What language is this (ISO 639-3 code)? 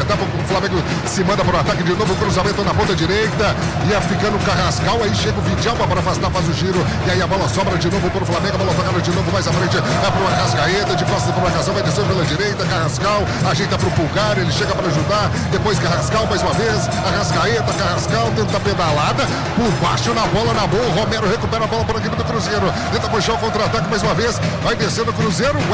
por